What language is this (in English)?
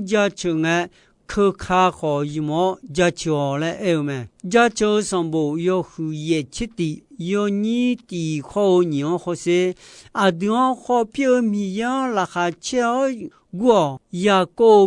Akha